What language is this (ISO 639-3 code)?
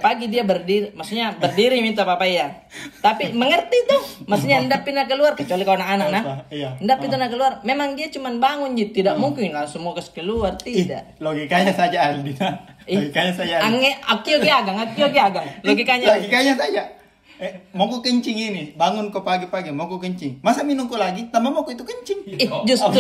mfp